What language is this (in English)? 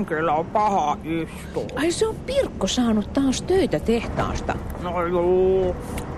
Finnish